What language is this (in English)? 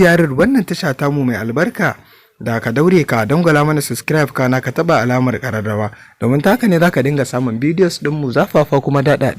Hausa